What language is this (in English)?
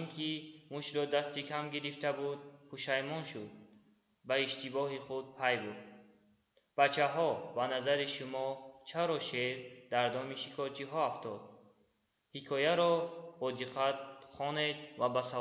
Tajik